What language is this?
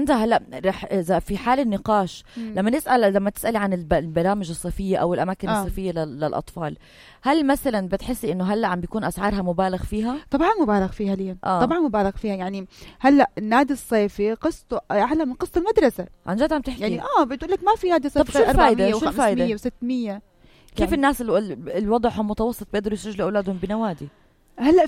North Levantine Arabic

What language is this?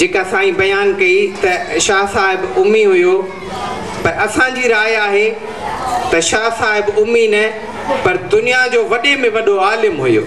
Sindhi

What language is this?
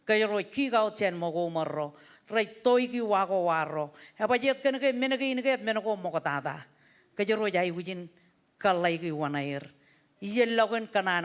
Marshallese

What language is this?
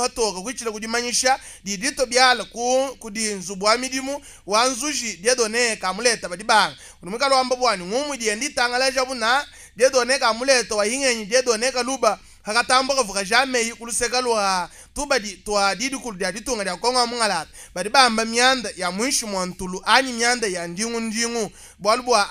Luba-Lulua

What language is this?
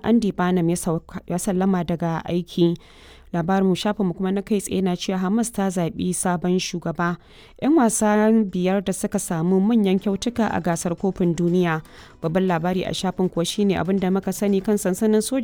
Hausa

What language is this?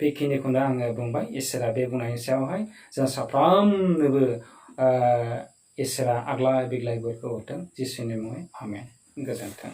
Bodo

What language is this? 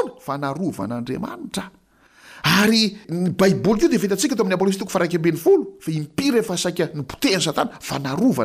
Malagasy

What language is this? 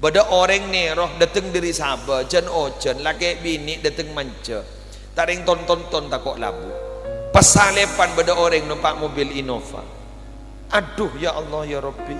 Madurese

